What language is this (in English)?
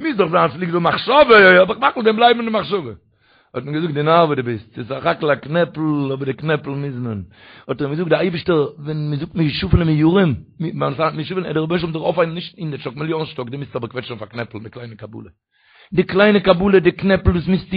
Yiddish